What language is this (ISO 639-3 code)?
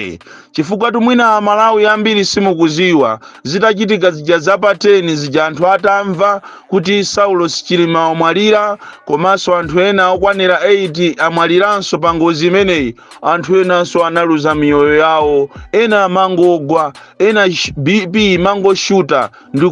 nya